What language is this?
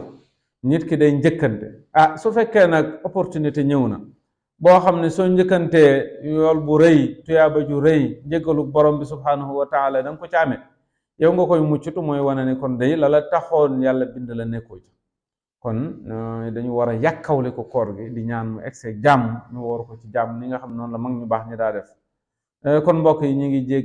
Wolof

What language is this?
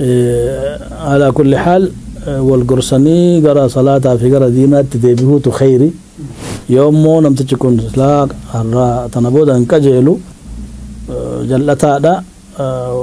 Oromo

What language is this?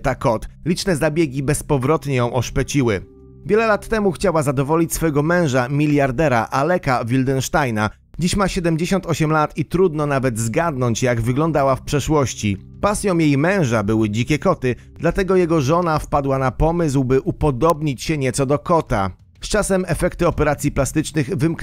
Polish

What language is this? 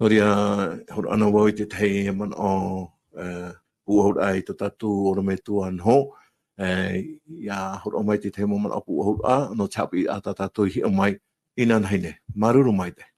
Tahitian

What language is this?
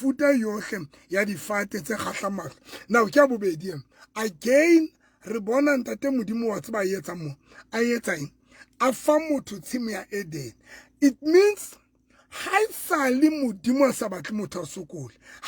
Southern Sotho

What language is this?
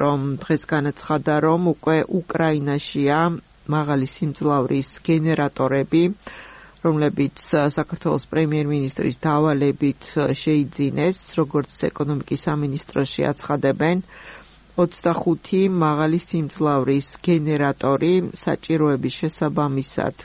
Georgian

